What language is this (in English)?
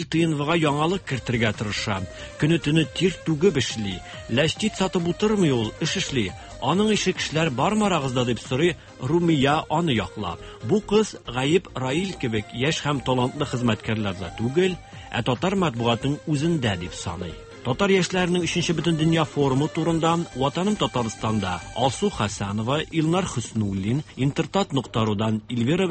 Tatar